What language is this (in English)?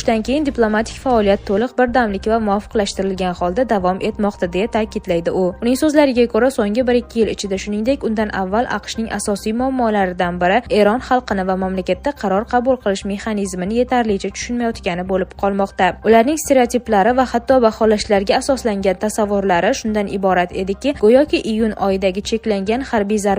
Uzbek